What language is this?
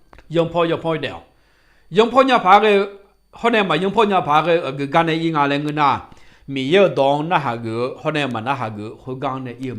Akha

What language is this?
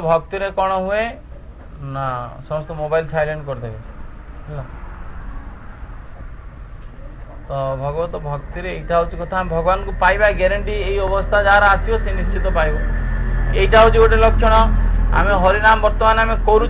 Odia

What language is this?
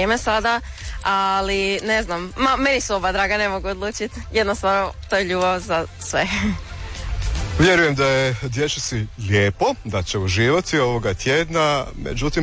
Croatian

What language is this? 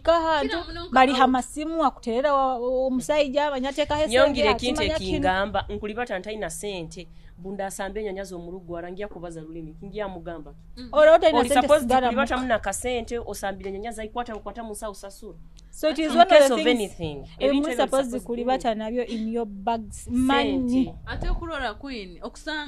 Nyoro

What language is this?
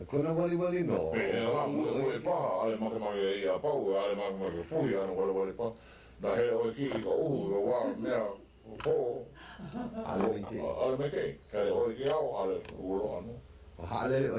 Hawaiian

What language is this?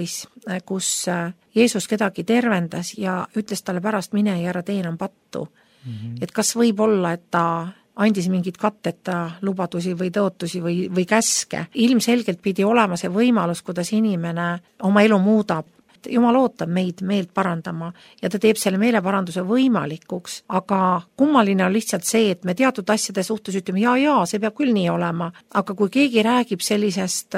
Estonian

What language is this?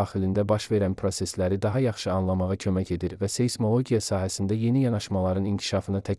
Azerbaijani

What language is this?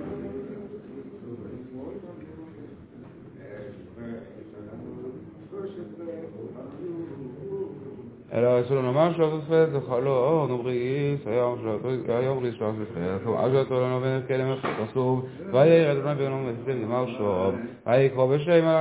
Hebrew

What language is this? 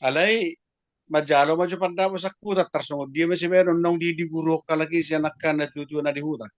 Batak Toba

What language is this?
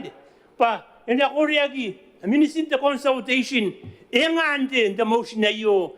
Gilbertese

